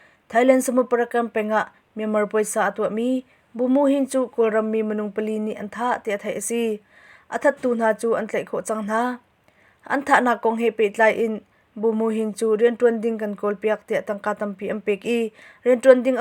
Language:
Hakha Chin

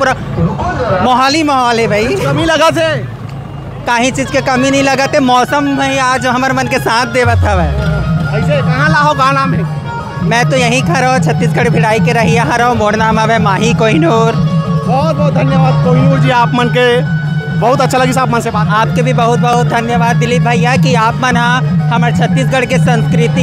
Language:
Chhattisgarhi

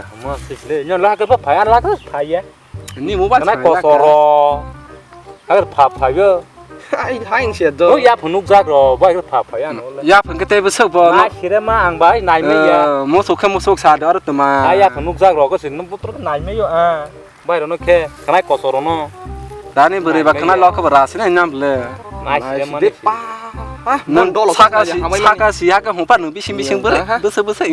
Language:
Kok Borok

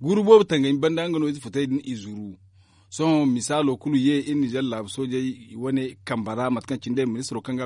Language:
Zarma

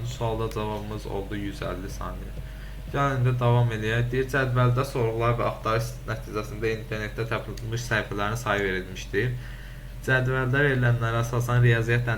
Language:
Azerbaijani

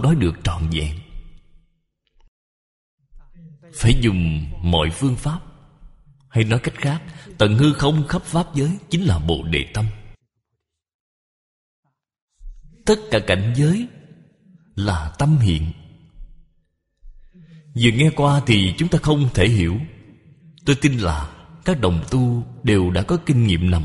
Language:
Vietnamese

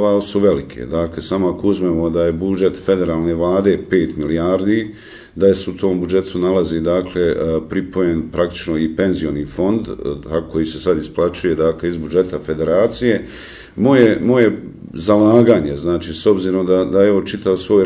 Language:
Bosnian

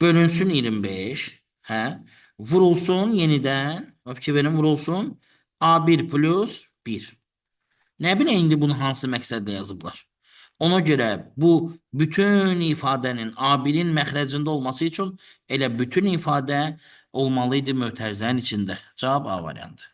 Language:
Azerbaijani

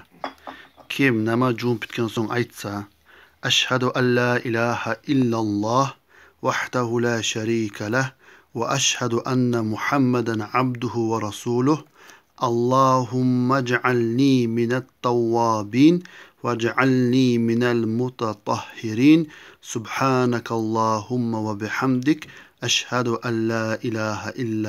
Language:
Kumyk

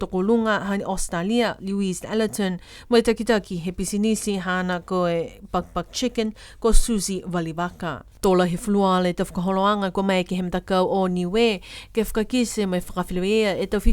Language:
Niuean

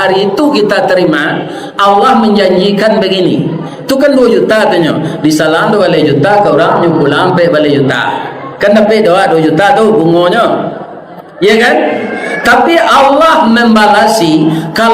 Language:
Minangkabau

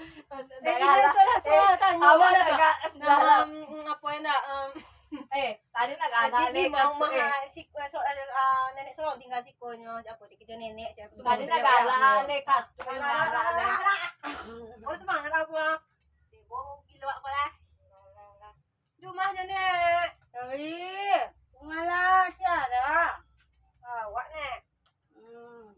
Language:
Minangkabau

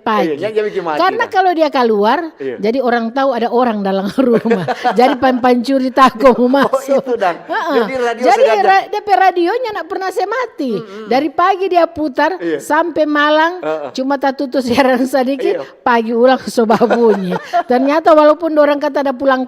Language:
Manado Malay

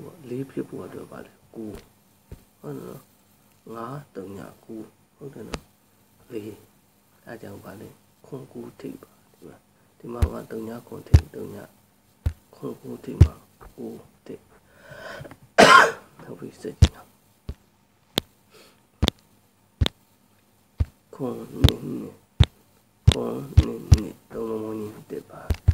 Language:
Burmese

